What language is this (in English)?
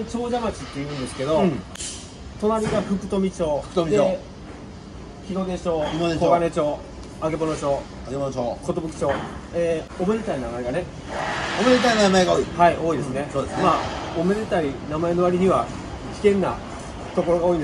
Japanese